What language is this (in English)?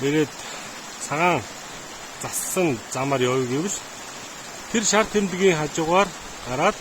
Mongolian